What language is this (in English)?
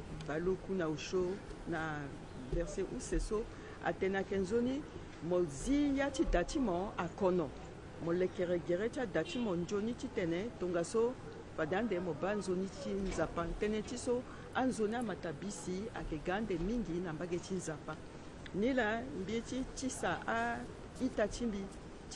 Sango